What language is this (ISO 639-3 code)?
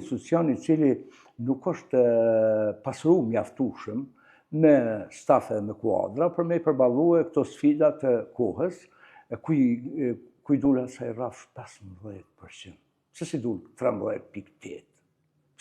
sqi